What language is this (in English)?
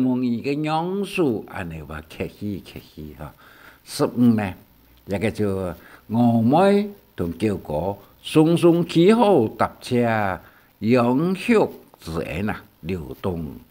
Hakka Chinese